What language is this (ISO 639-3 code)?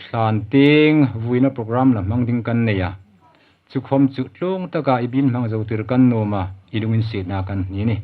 hmr